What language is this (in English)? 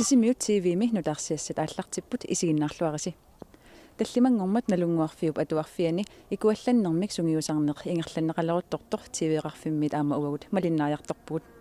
Kalaallisut